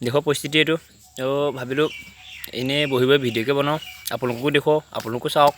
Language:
Assamese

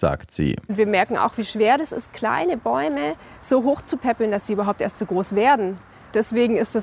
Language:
German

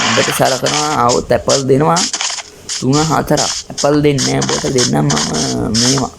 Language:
Sinhala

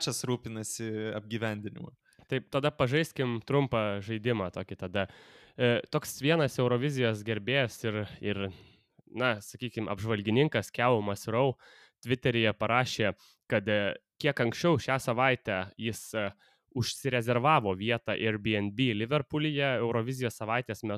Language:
Lithuanian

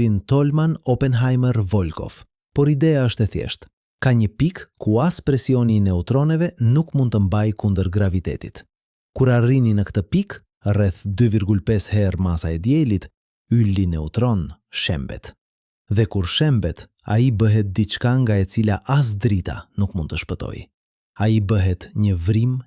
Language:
Albanian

